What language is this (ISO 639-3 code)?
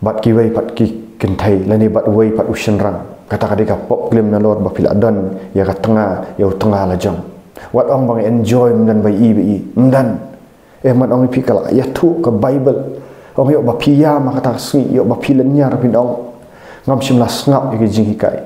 kha